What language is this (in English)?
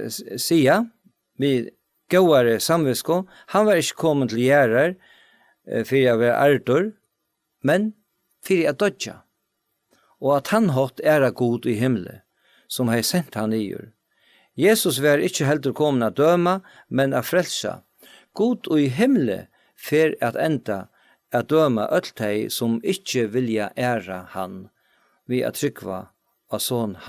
Faroese